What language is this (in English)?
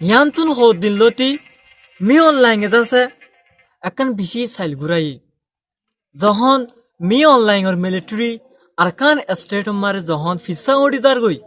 Rohingya